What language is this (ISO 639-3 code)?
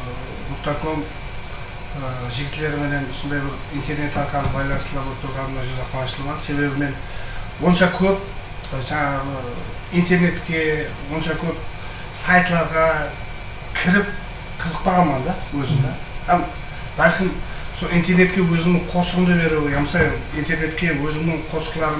kaa